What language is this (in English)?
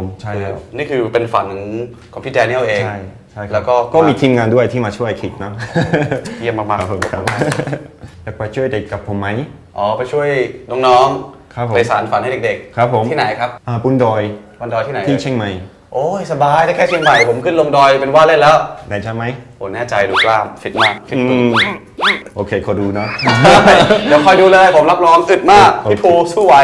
Thai